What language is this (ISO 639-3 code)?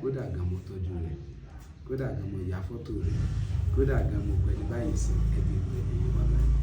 yor